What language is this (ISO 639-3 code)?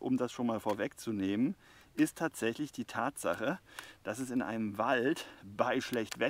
deu